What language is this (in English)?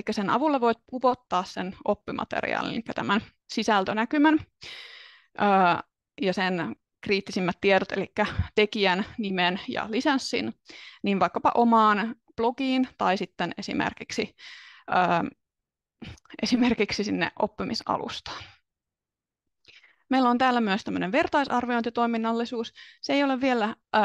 Finnish